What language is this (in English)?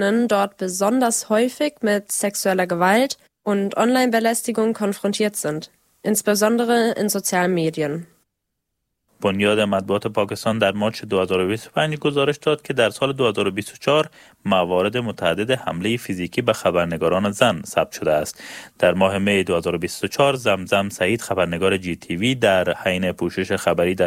Persian